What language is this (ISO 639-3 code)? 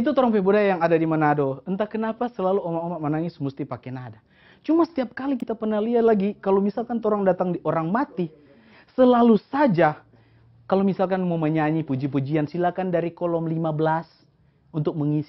xmm